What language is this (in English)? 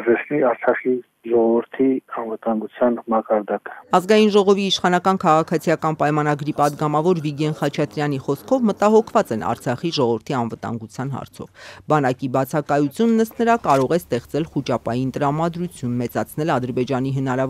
Armenian